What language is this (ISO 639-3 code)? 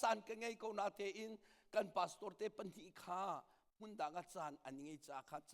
cnh